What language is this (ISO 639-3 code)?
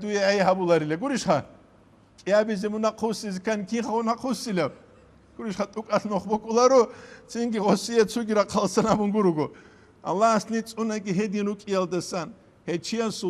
ava